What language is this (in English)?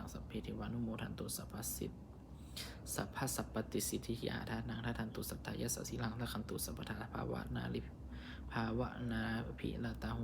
Pali